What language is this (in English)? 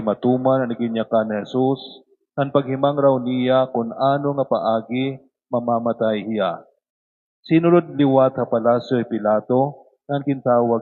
Waray